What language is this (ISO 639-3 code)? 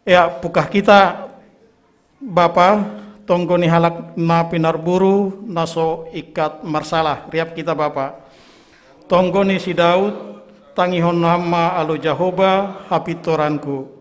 bts